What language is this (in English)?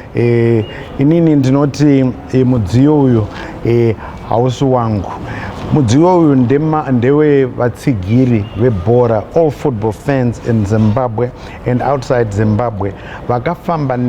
Shona